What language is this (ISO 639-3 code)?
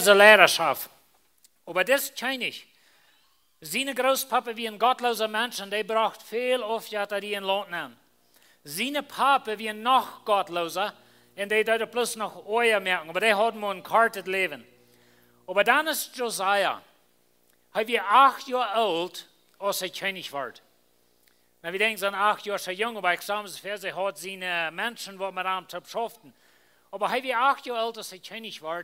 pdt